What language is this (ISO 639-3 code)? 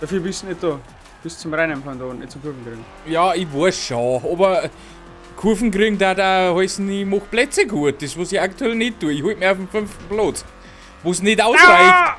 bar